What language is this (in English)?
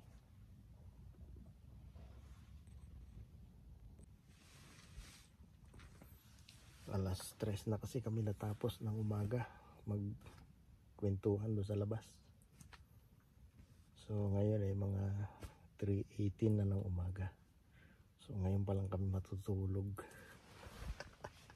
Filipino